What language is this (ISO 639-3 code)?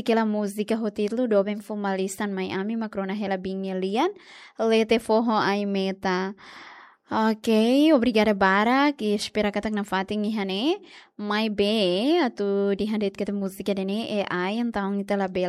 tet